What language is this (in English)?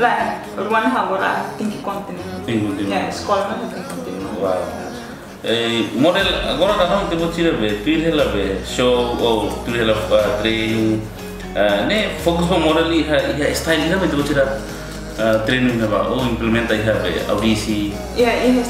Tetum